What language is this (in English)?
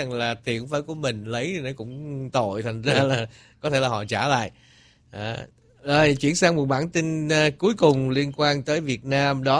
Vietnamese